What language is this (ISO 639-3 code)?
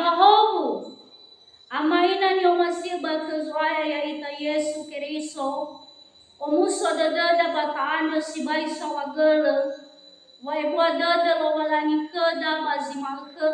nia